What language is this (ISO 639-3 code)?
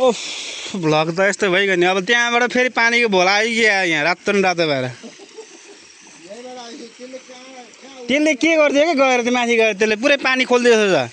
nep